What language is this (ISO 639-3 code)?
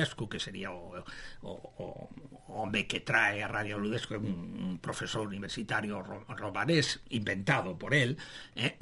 glg